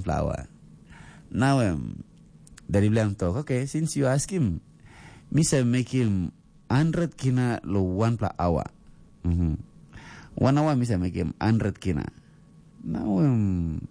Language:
Tok Pisin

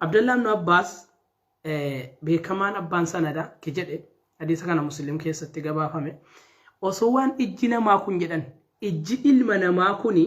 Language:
Oromo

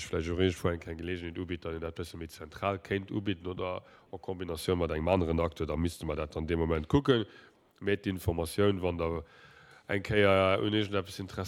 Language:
Luxembourgish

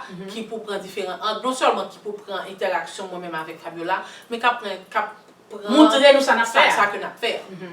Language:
Haitian Creole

